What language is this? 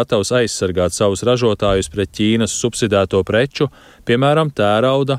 Latvian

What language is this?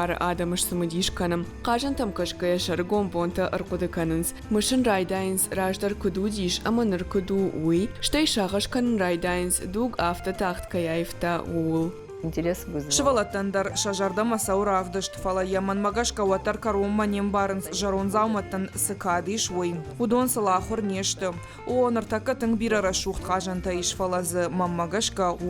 Ossetic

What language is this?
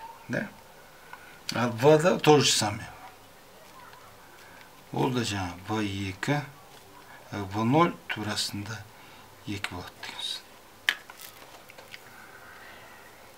Kazakh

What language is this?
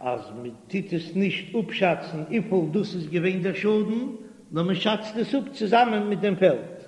Yiddish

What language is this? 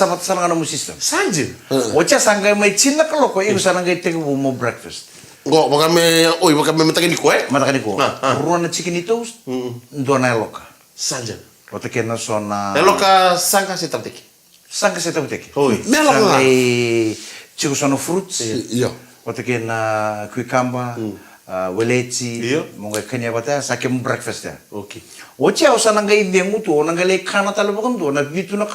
Fijian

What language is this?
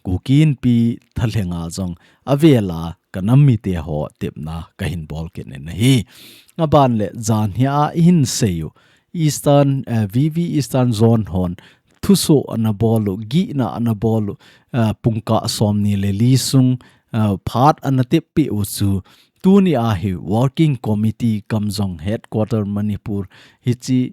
Thado Chin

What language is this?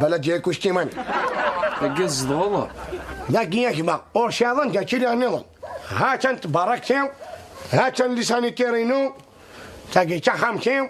Kabyle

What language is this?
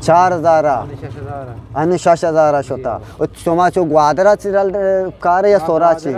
Eastern Balochi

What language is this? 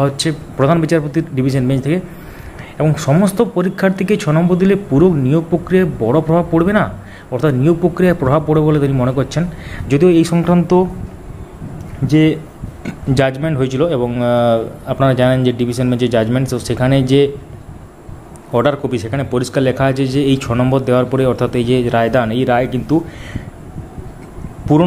Bangla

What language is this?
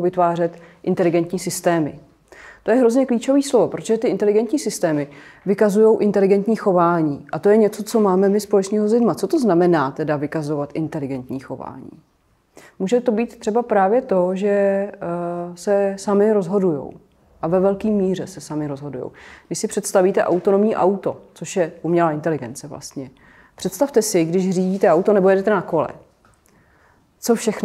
Czech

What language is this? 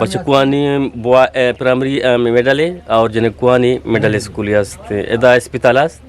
Eastern Balochi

